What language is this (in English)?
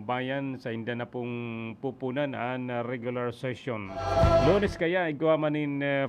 Bikol